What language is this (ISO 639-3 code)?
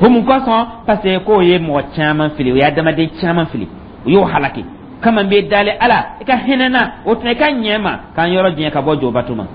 dyu